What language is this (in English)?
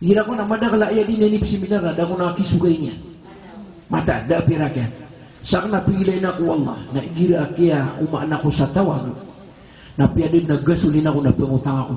Maranao